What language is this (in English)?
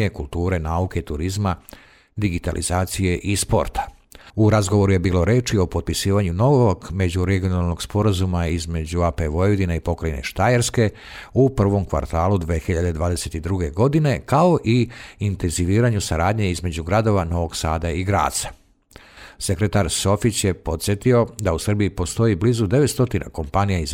Serbian